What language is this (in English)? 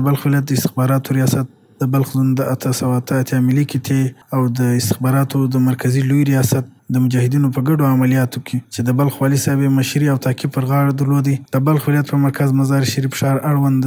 Pashto